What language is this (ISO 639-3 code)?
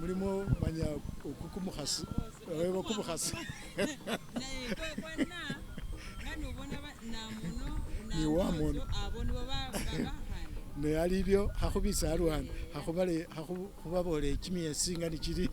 myx